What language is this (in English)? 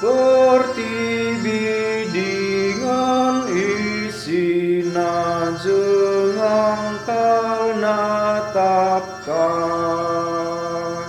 Batak Karo